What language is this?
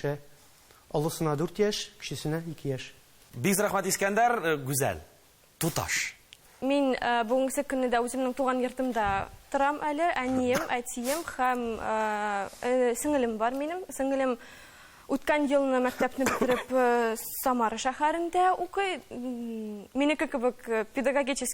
Tatar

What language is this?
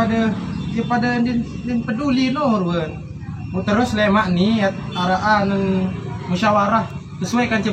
Sasak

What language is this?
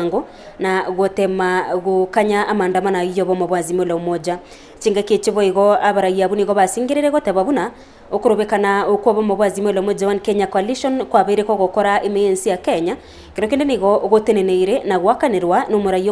Gusii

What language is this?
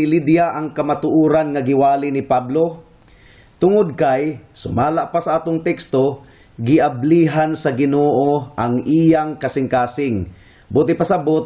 Cebuano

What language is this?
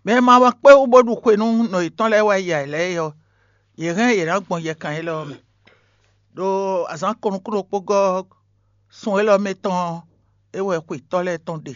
Fon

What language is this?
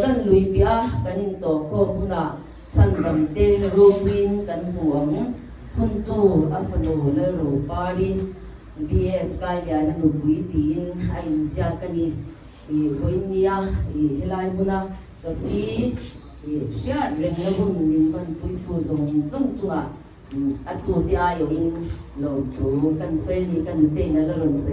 Mizo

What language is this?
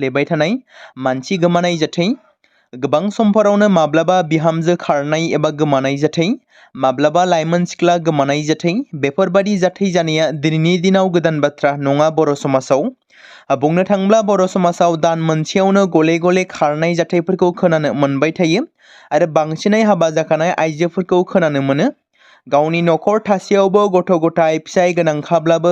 Bodo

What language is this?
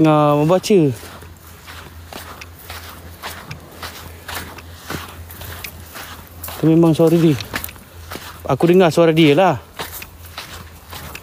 Malay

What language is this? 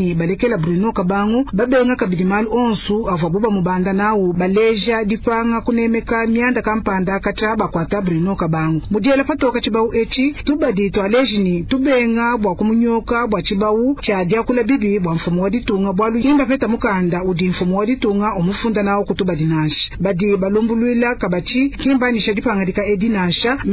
Luba-Lulua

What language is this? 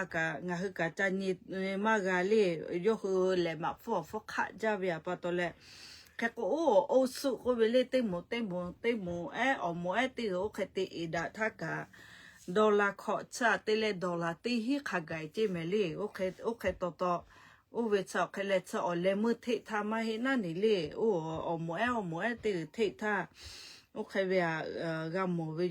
Lahu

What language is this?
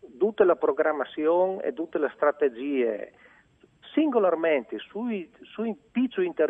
Friulian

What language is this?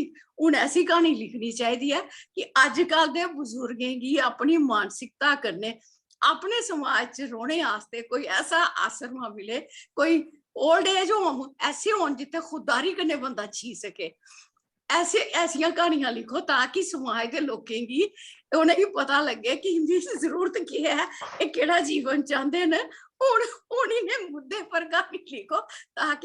Dogri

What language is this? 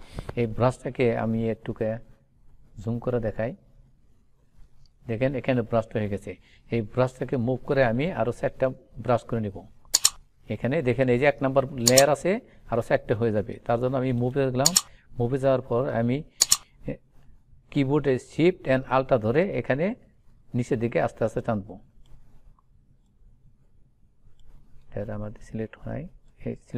Bangla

